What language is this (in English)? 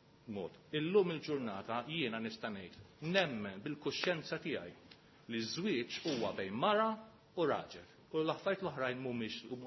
Maltese